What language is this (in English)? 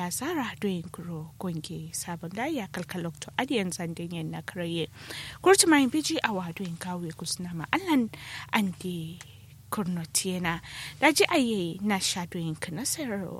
Kanuri